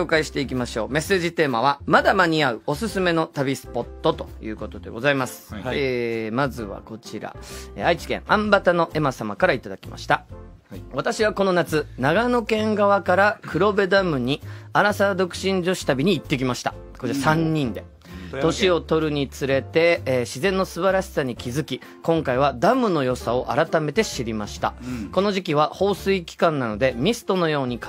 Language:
Japanese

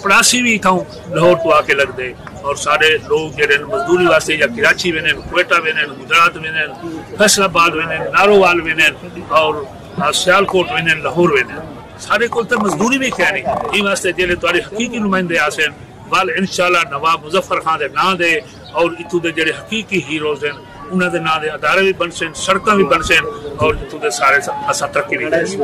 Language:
Saraiki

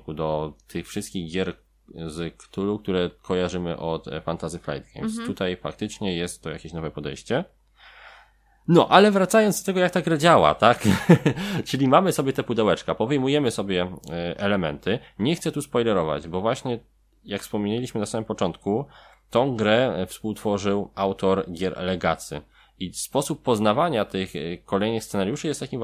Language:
Polish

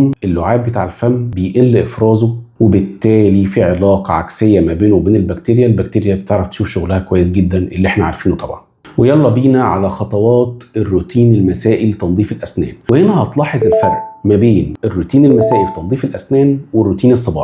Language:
Egyptian Arabic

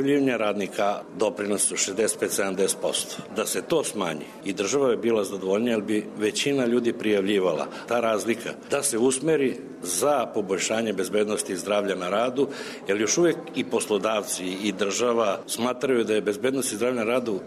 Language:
Serbian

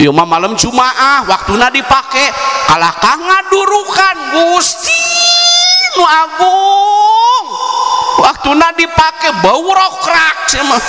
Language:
Sundanese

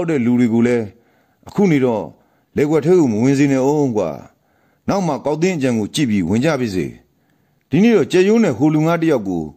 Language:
Burmese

